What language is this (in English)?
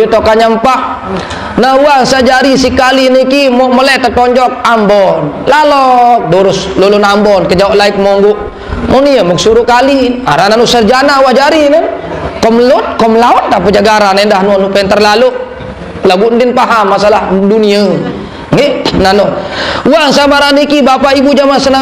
Sasak